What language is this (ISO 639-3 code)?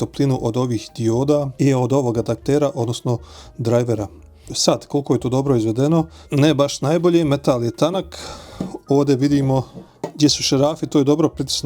bos